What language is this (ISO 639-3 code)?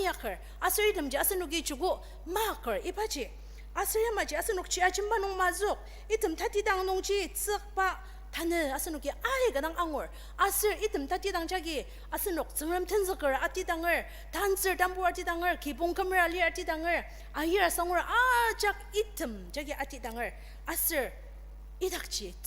njo